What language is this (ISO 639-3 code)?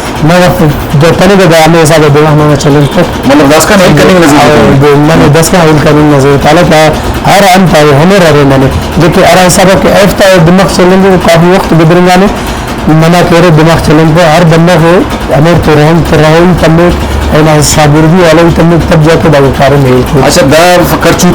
brh